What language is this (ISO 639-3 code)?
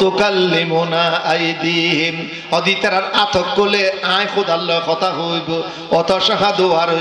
rhg